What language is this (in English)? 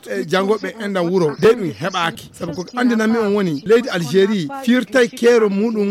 Fula